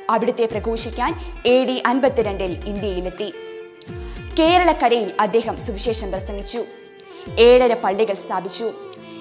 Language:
Malayalam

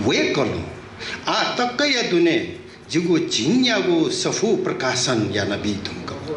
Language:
Newari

